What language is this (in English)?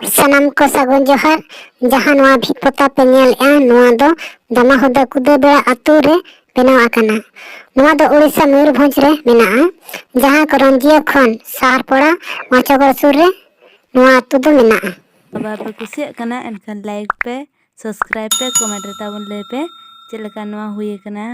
Santali